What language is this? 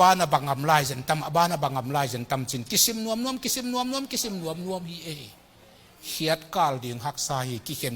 Tedim Chin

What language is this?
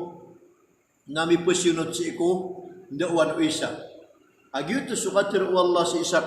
Maranao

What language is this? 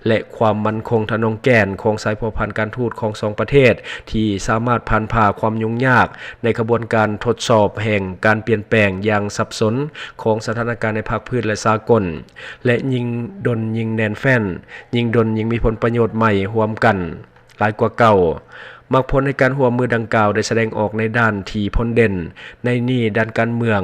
Lao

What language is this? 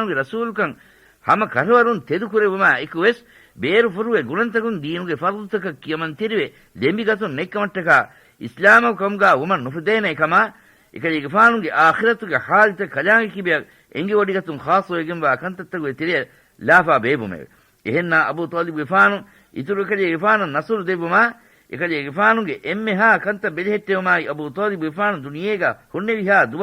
Divehi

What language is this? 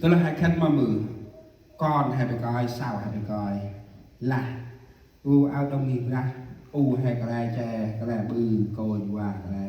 Central Mnong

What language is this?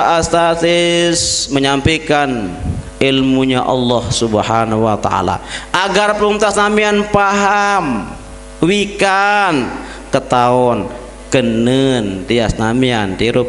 Sasak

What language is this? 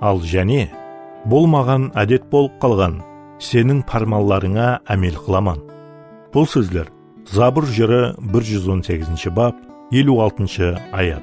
Kara-Kalpak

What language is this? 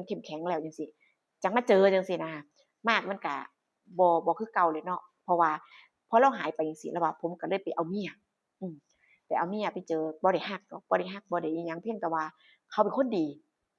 Northeastern Thai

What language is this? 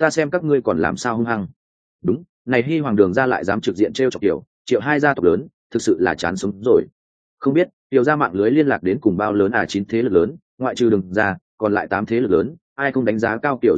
Vietnamese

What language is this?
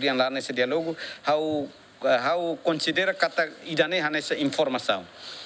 Tetum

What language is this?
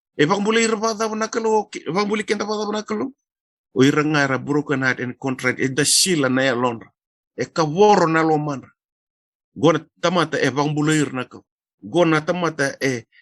Fijian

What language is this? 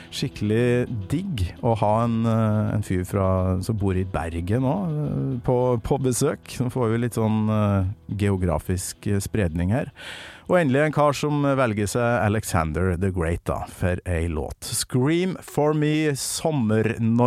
Norwegian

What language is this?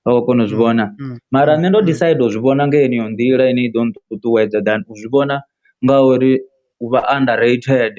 Venda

